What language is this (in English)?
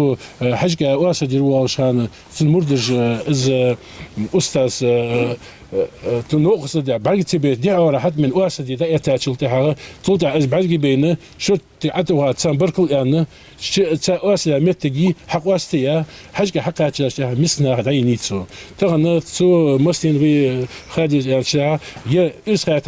Ingush